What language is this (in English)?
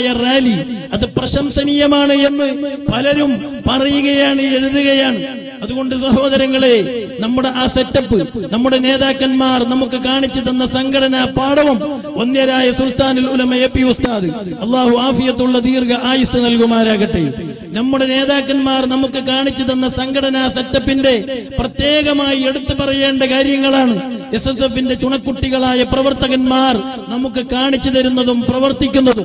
Malayalam